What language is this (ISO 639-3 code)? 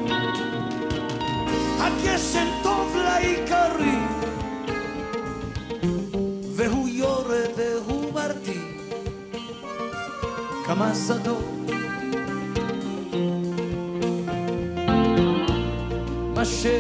heb